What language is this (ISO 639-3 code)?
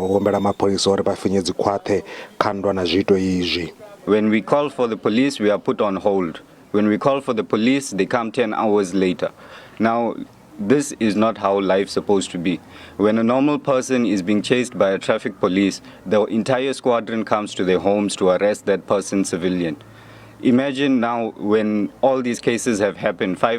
ven